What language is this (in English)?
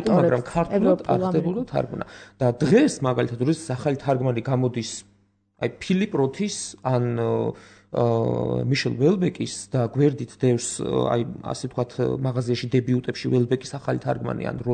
Georgian